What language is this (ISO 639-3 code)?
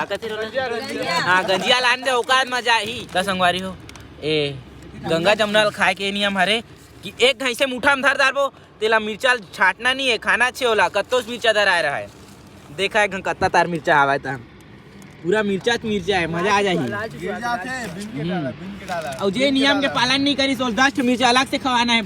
hne